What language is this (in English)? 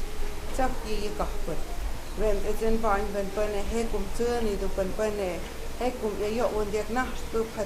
Totontepec Mixe